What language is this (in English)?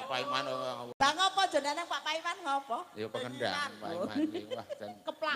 Javanese